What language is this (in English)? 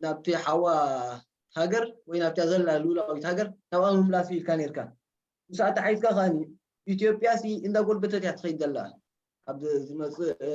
Tigrinya